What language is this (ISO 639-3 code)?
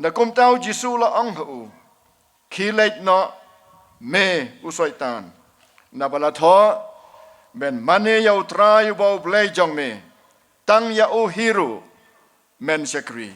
kha